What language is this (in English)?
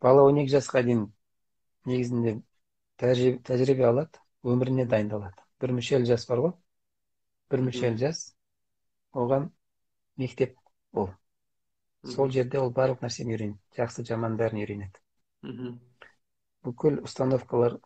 Kazakh